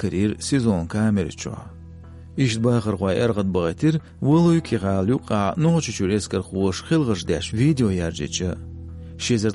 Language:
Chechen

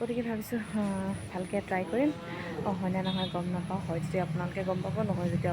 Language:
Assamese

